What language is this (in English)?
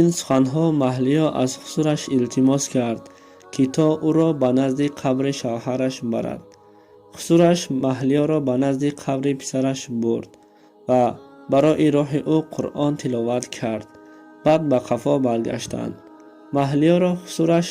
Tajik